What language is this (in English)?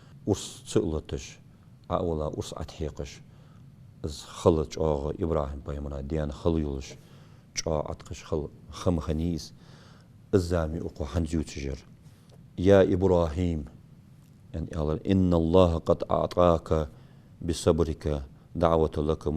Ingush